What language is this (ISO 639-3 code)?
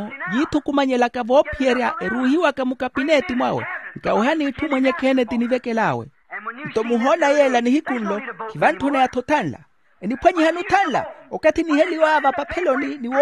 vmw